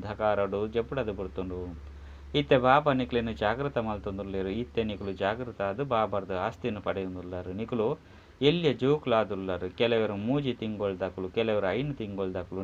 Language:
Tulu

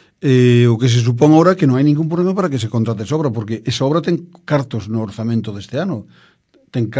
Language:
Galician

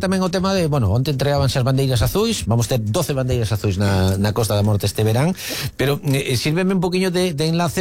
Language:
Galician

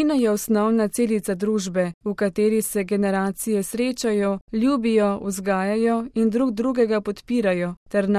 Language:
Slovenian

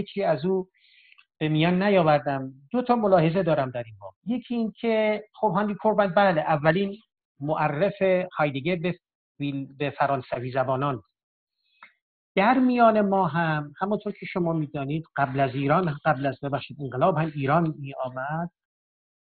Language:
Persian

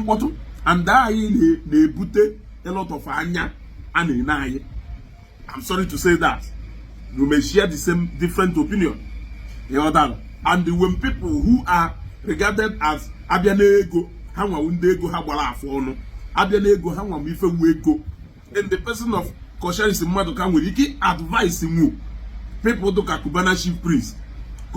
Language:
Igbo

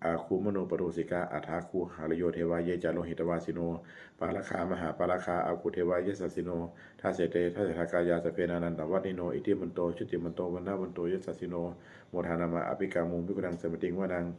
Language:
Pali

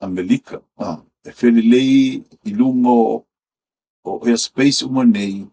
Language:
Samoan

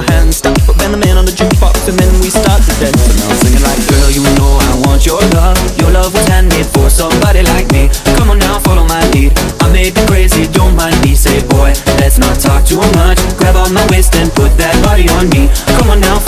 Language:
English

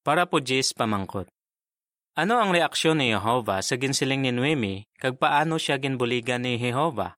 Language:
Hiligaynon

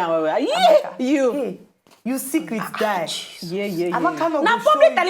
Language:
Nigerian Pidgin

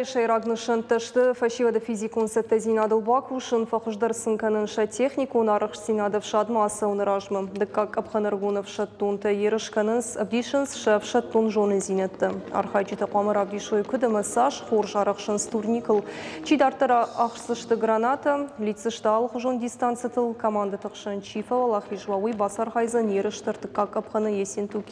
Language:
Ossetic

